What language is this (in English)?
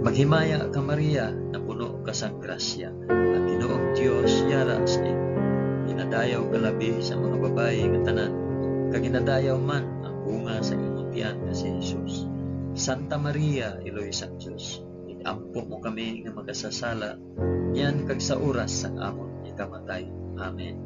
Hiligaynon